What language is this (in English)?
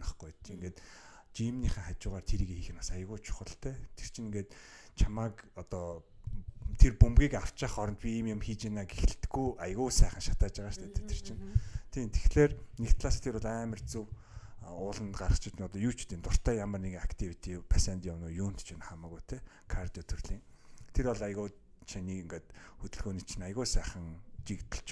Mongolian